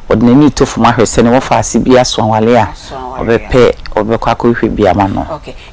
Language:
Akan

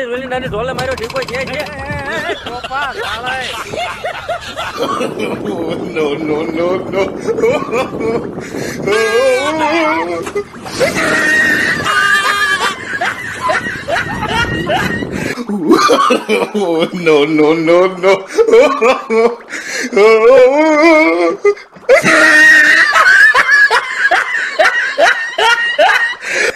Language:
Gujarati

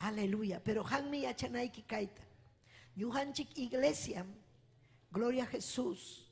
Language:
Ayacucho Quechua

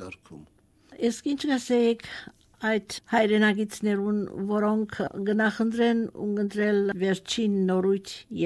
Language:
Armenian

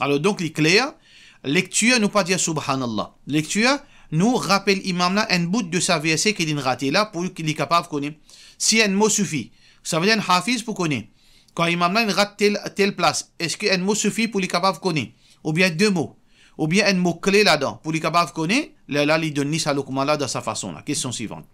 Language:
Morisyen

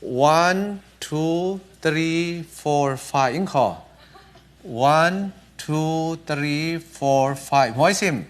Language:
Falam Chin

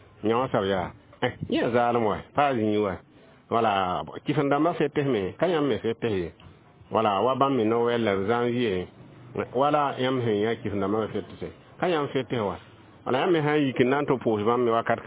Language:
Mossi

